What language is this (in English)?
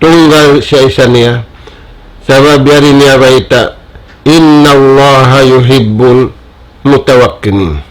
Tausug